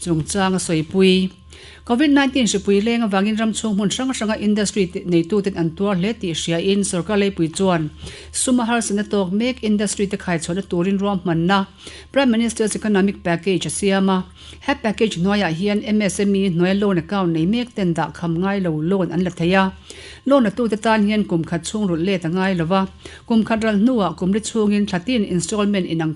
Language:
Mizo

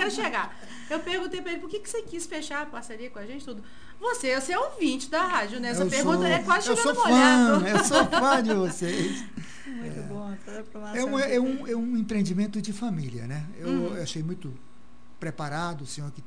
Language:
Portuguese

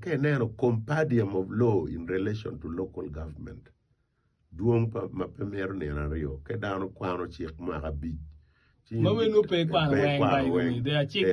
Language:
Acoli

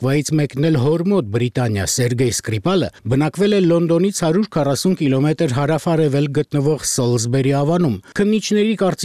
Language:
Armenian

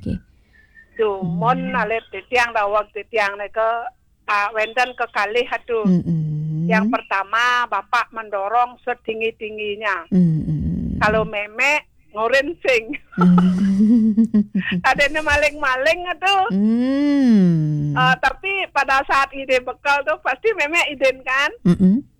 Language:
Balinese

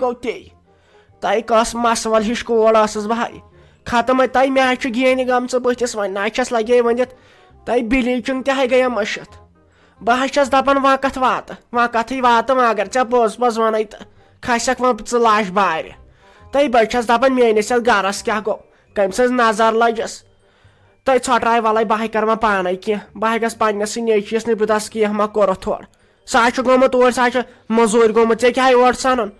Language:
Kashmiri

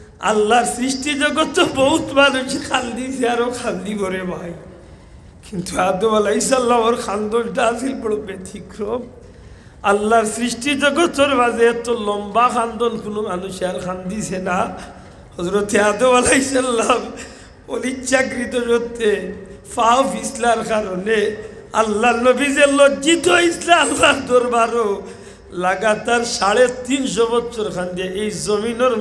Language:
Sylheti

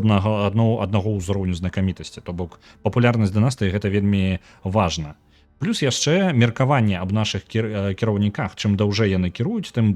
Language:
Belarusian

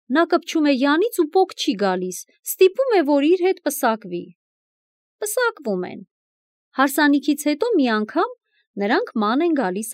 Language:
Armenian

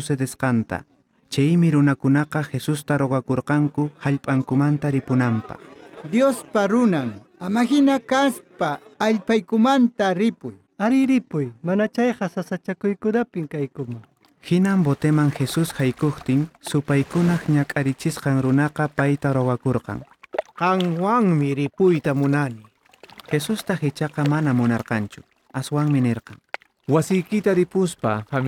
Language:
Quechua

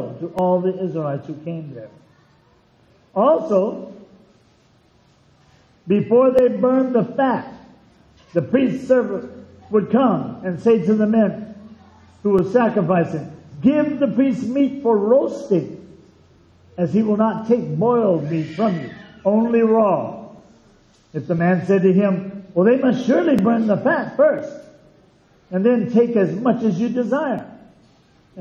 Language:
English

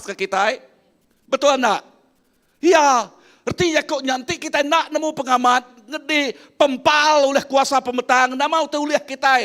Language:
Iban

